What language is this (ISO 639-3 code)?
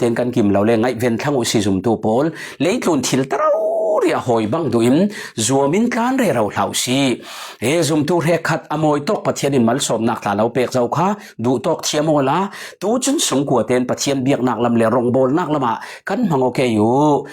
cfm